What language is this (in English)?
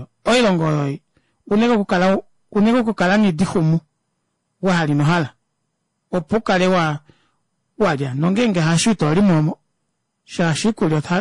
Kuanyama